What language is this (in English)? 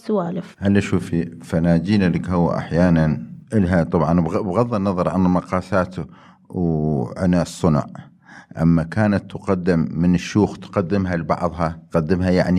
Mesopotamian Arabic